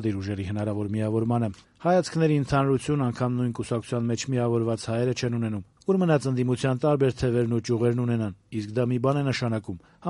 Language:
Armenian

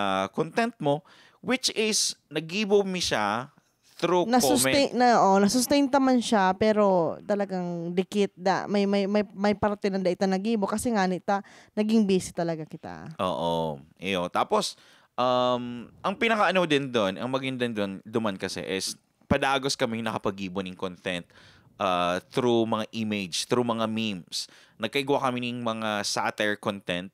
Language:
Bikol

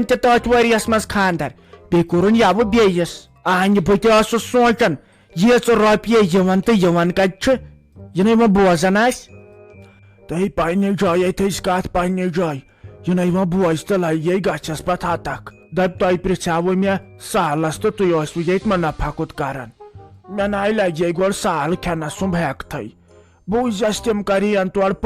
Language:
Kashmiri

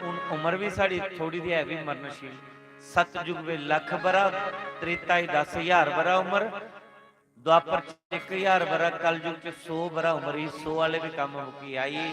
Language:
Dogri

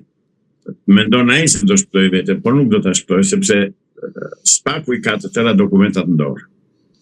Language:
Albanian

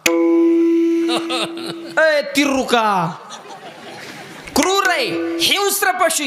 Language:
Marathi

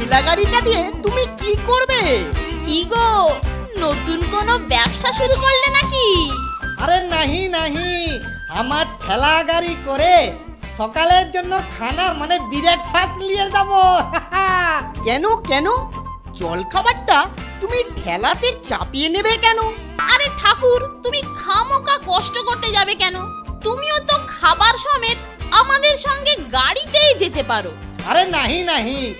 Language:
Bangla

